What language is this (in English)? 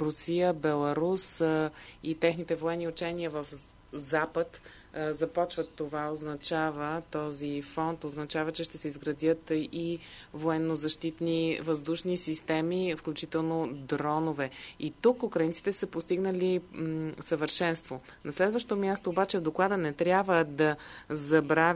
Bulgarian